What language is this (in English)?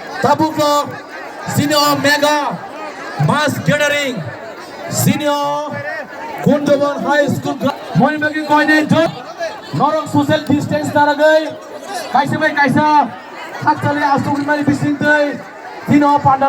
Kok Borok